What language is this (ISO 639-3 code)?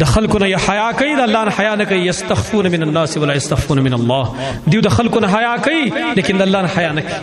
pus